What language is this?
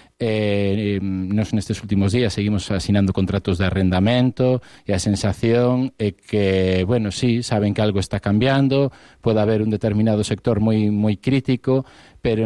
Galician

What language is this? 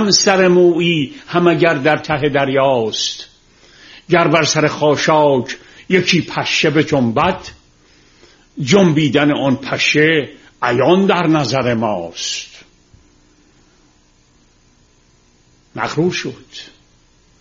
Persian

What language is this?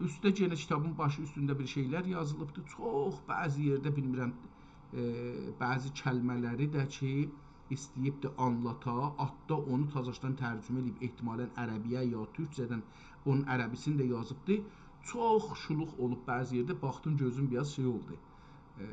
South Azerbaijani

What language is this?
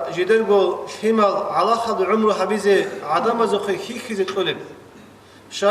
Avaric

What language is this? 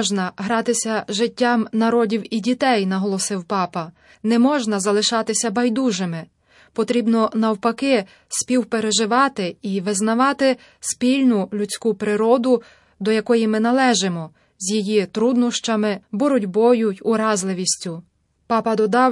Ukrainian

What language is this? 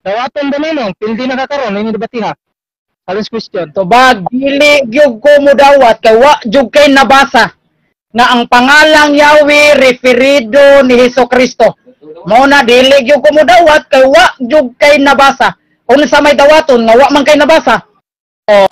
Cebuano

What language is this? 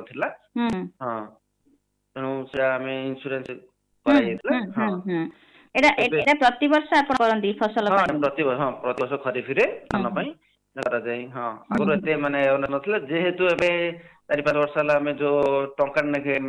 Odia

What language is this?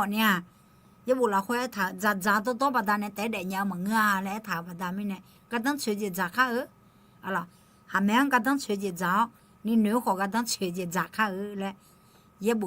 Akha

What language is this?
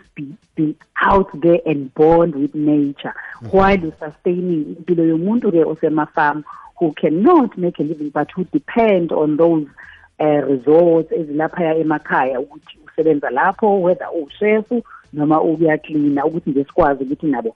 South Ndebele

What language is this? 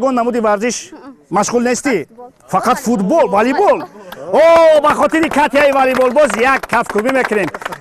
Tajik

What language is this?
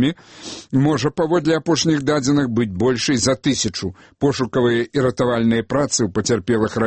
Belarusian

